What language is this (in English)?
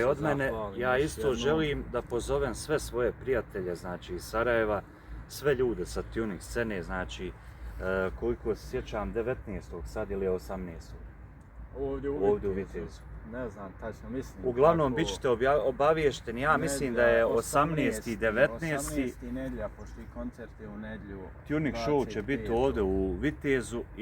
Bosnian